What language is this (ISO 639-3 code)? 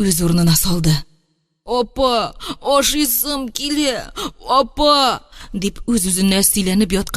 tat